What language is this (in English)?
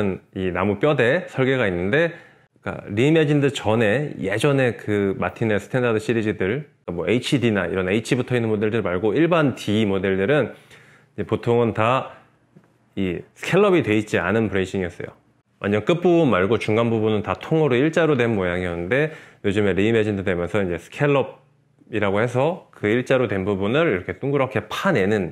Korean